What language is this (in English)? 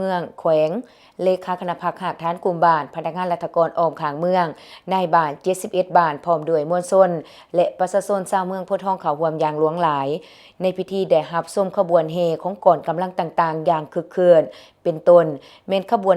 Lao